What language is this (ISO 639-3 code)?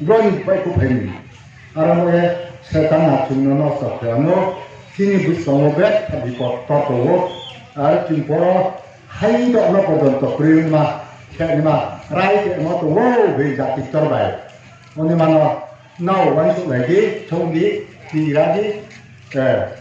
ria